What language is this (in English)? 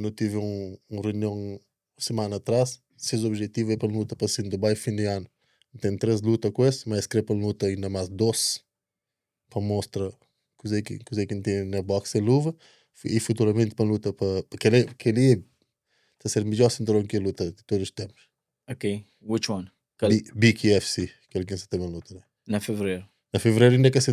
Kabuverdianu